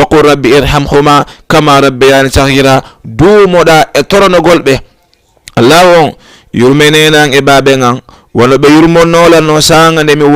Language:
Fula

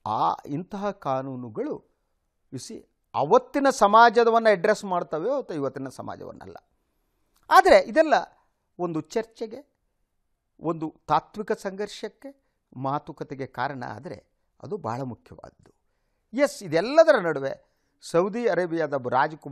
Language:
Kannada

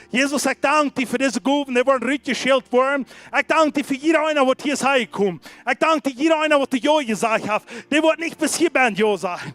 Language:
Plautdietsch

